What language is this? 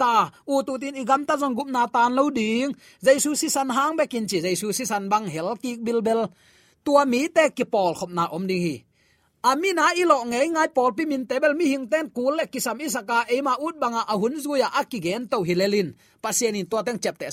Tedim Chin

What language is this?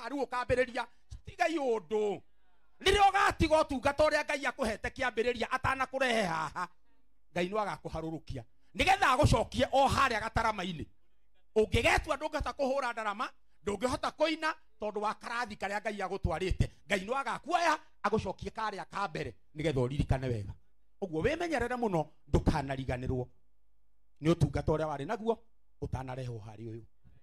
Kikuyu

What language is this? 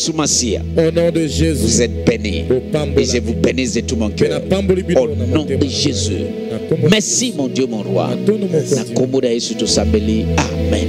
French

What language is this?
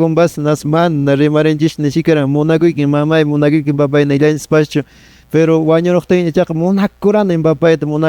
Quechua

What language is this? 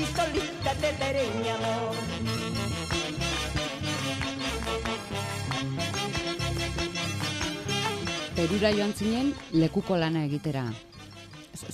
Basque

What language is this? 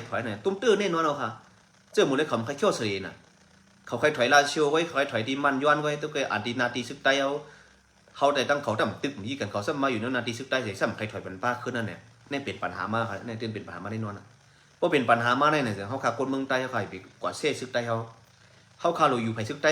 Shan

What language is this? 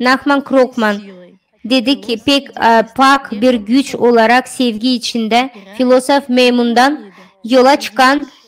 Gagauz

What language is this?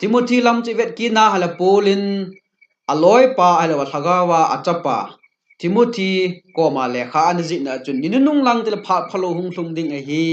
Thado Chin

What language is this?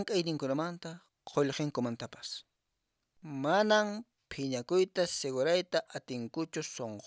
Quechua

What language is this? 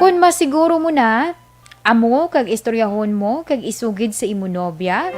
Hiligaynon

